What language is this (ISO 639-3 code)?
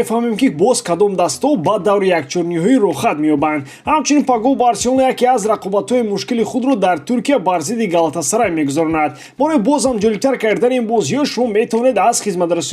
tgk